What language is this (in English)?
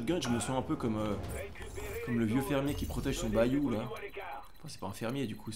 French